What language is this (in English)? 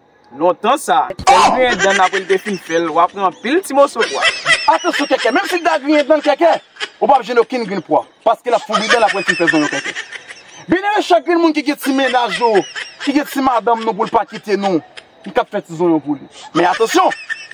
Haitian Creole